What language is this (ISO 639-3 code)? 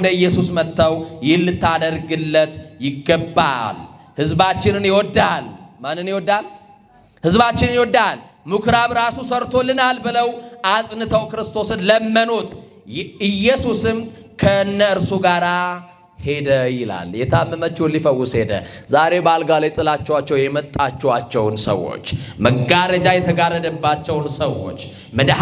amh